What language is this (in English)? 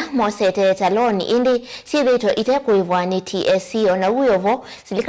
Kamba